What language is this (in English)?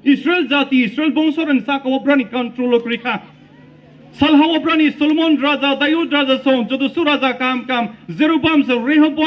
Riang (India)